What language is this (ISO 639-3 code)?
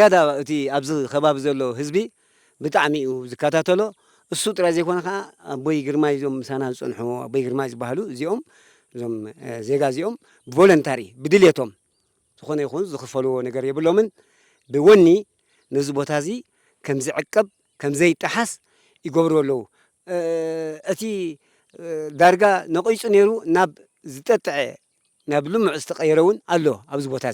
tir